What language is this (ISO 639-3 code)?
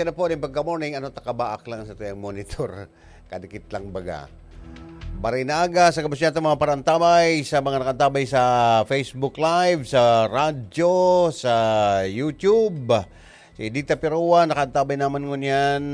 bik